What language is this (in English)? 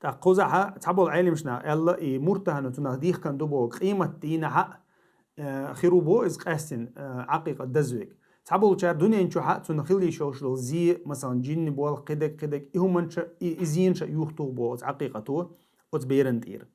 Chechen